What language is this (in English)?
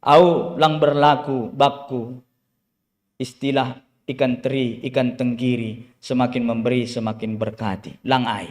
Batak Simalungun